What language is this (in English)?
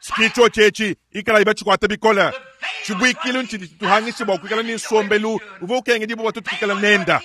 Luba-Lulua